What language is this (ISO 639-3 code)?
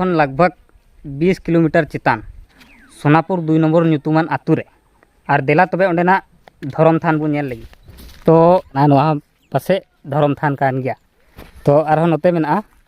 sat